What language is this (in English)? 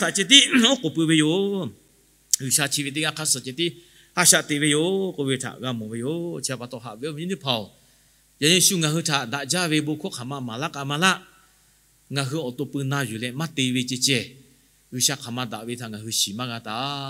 Lahu